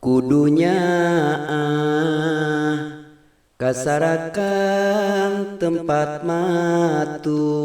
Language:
Sundanese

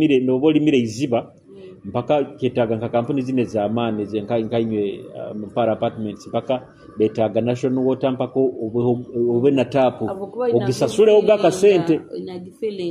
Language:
Nyoro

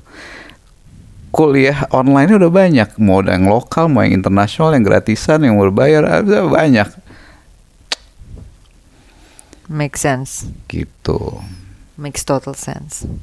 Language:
Indonesian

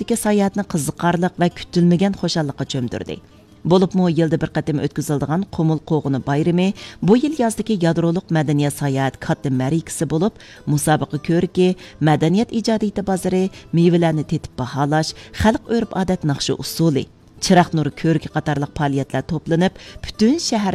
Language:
Uyghur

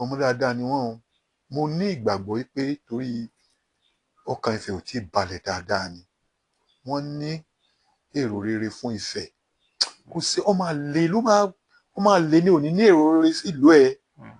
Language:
Yoruba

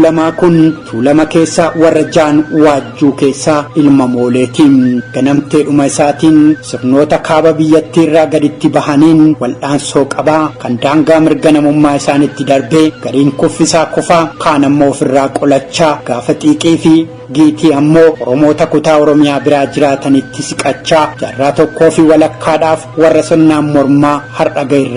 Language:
Oromo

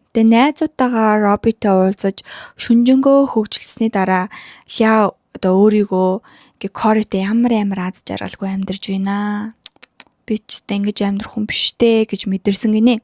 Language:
Mongolian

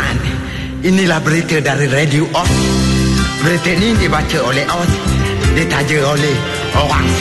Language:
Malay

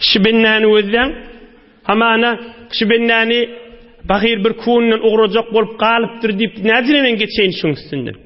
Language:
Turkmen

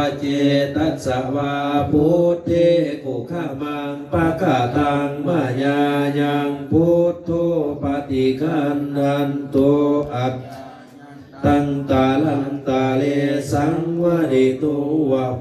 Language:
Pali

